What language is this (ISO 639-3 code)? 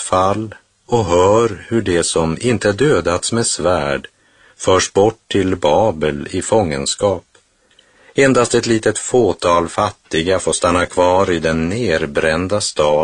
swe